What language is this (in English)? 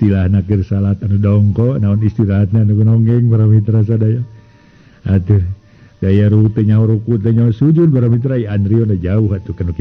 Sundanese